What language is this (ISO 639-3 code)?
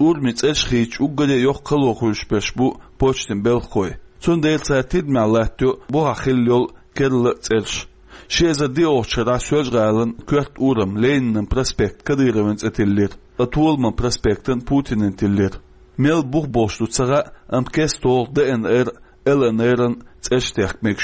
che